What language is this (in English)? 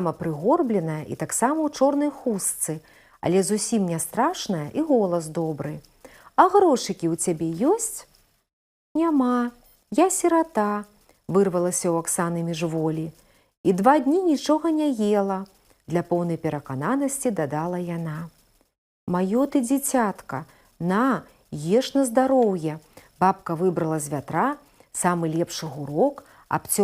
Belarusian